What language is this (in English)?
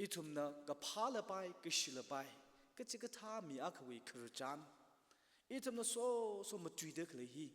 Tangkhul Naga (India)